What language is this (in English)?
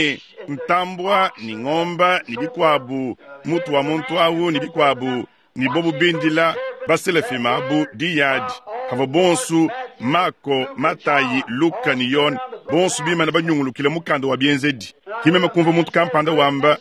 Luba-Lulua